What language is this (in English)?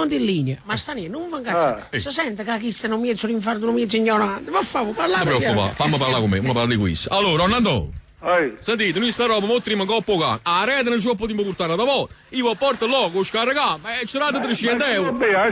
Neapolitan